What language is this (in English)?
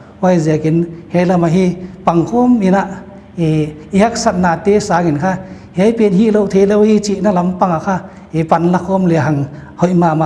Paite Chin